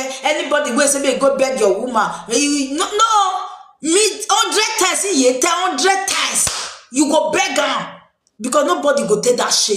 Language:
Nigerian Pidgin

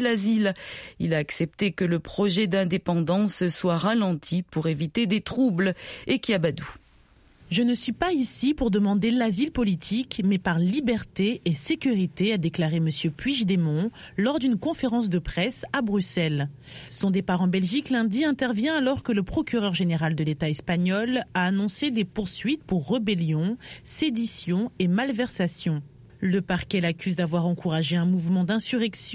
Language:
French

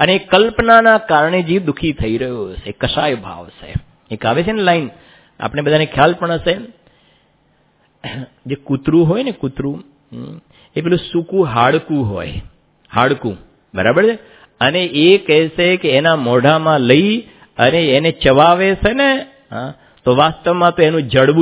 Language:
Gujarati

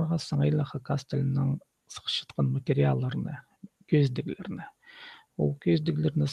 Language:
Khakas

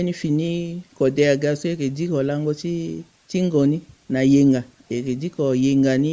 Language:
Sango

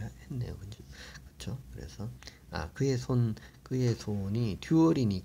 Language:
Korean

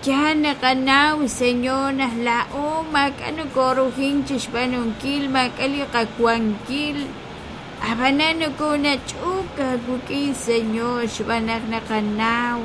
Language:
Kekchí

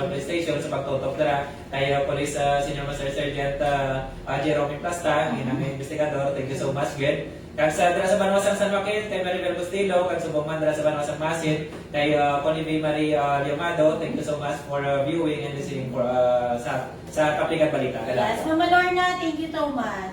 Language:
Hiligaynon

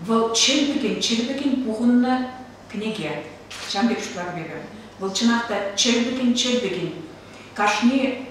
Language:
Chuvash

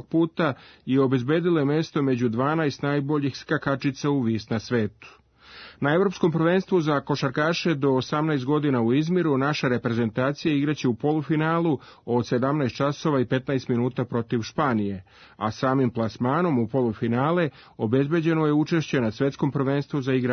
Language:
Serbian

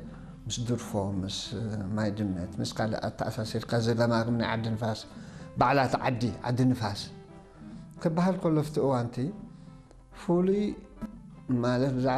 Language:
Tigrinya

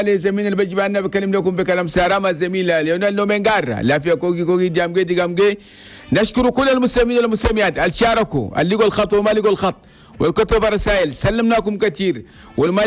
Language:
Chadian Arabic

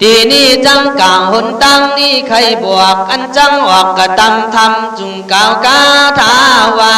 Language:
Khün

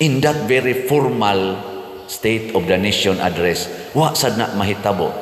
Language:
Cebuano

